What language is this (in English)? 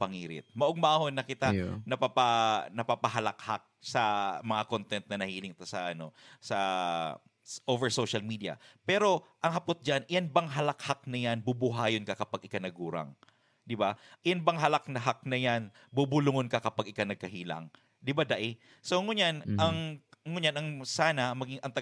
Bikol